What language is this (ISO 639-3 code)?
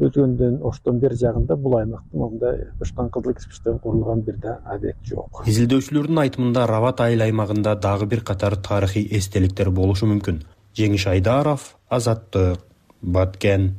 kir